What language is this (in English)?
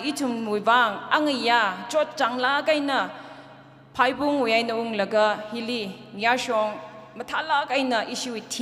Tangkhul Naga (India)